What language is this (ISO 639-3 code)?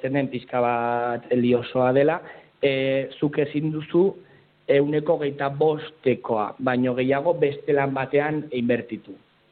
eus